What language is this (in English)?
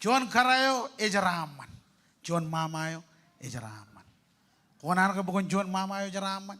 Marshallese